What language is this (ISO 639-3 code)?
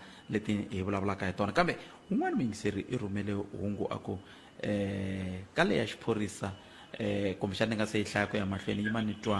tso